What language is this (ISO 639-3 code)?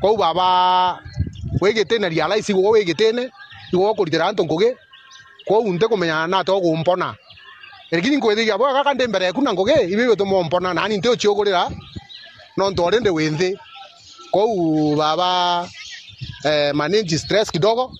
mer